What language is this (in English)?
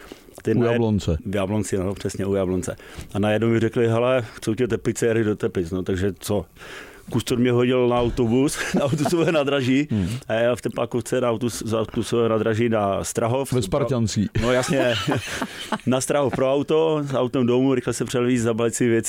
Czech